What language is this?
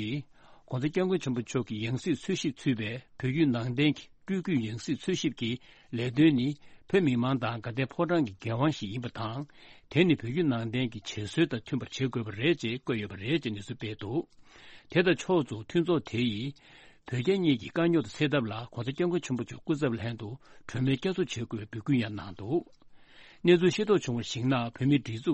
Tibetan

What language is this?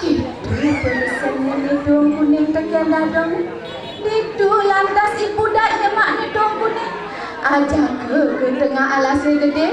Balinese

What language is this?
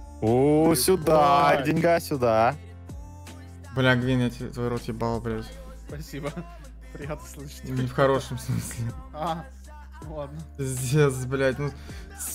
Russian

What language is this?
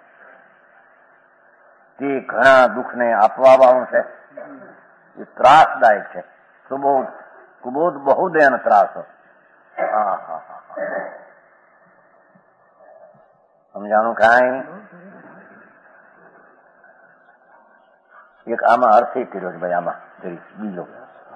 Gujarati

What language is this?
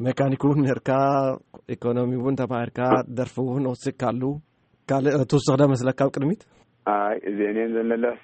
Tigrinya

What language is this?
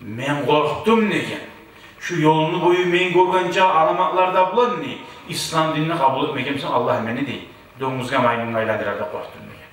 Kumyk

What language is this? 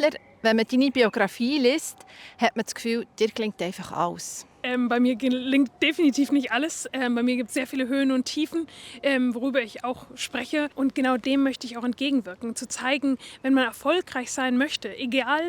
Swiss German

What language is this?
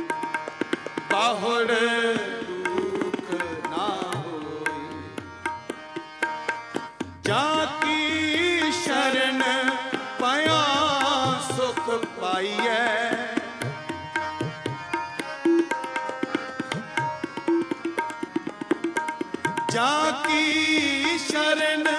Punjabi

